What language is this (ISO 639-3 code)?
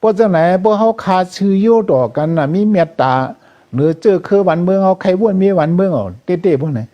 shn